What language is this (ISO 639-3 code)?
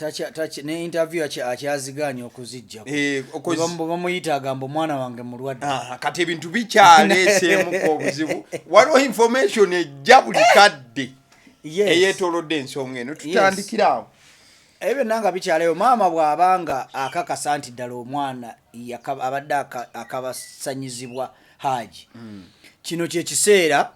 lug